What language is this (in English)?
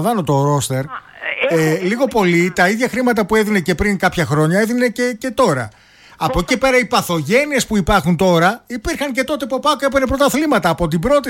Greek